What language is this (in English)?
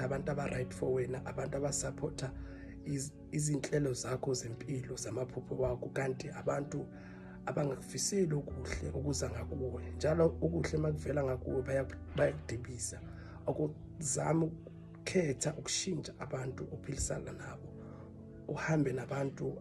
Zulu